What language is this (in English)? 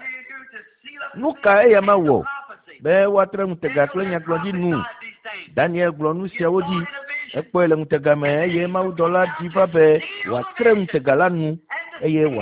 Ewe